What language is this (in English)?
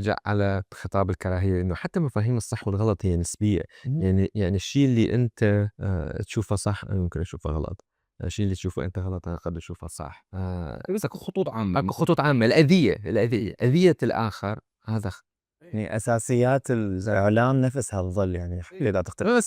Mesopotamian Arabic